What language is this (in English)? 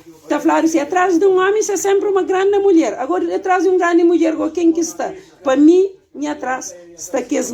Kabuverdianu